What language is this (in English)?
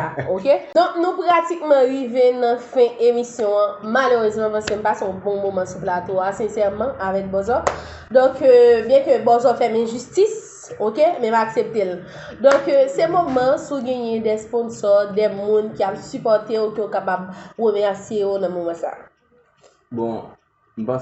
Haitian Creole